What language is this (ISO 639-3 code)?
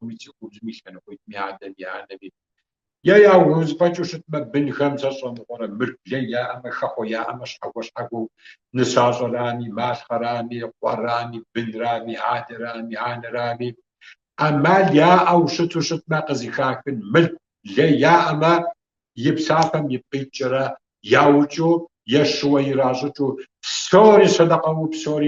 kbd